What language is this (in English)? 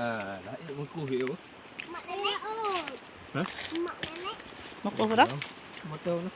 Achinese